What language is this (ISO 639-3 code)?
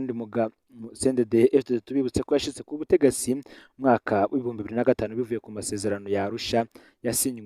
run